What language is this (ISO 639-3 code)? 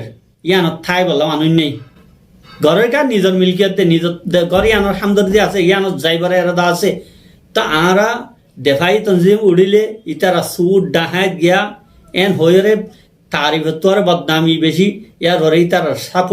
rhg